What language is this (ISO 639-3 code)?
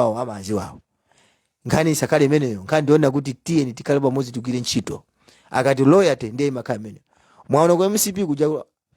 nya